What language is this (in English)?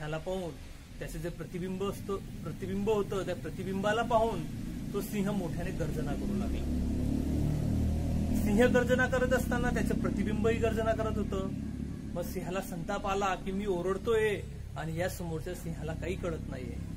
Marathi